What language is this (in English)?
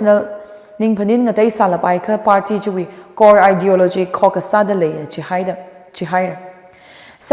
Tangkhul Naga (India)